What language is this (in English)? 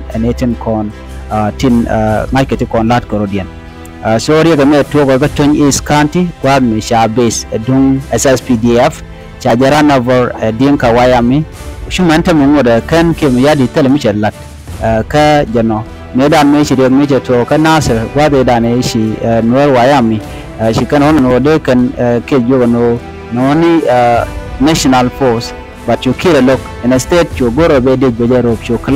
Nuer